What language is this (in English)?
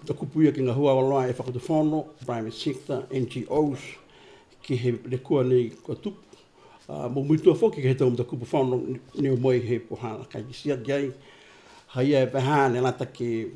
Niuean